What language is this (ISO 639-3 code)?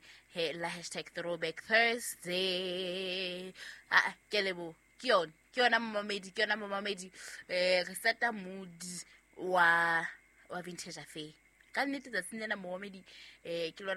sot